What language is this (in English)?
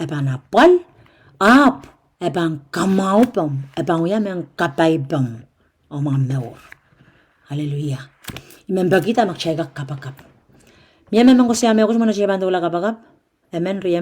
Pohnpeian